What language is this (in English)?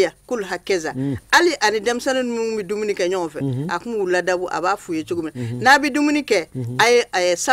Bambara